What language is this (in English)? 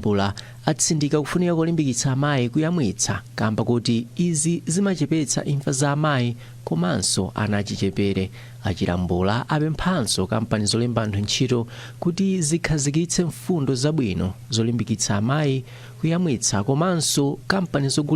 Nyanja